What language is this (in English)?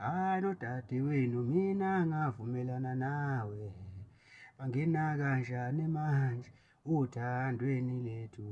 Zulu